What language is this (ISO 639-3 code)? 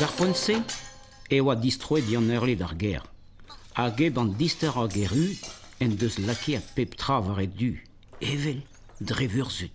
bre